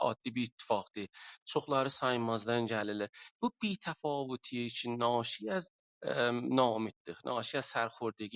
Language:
South Azerbaijani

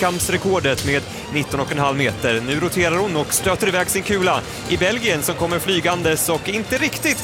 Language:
Swedish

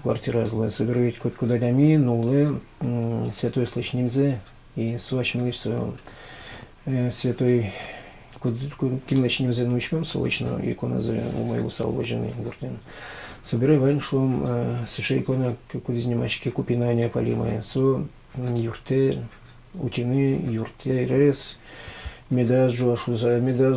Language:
Udmurt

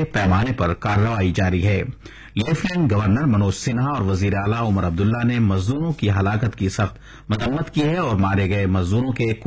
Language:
Urdu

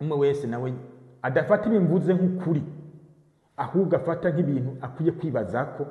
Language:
Rundi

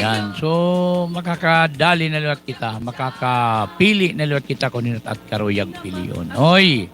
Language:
Waray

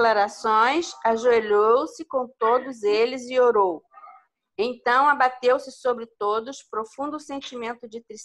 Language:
Portuguese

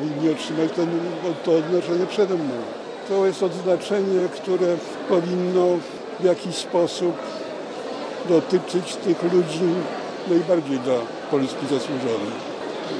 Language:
Polish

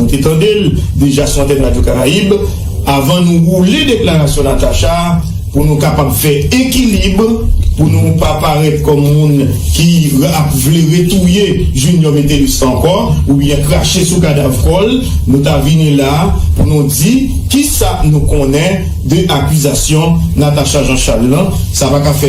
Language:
Haitian Creole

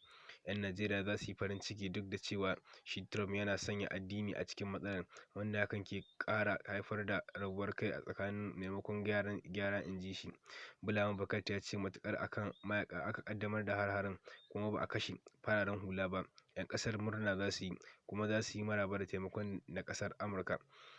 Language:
Hausa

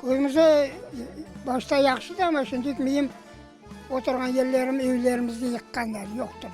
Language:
Crimean Tatar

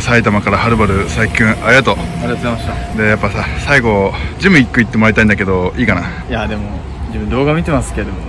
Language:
Japanese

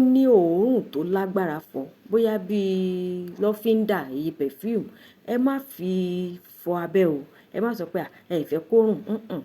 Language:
Yoruba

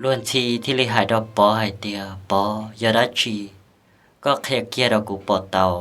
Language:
Hmong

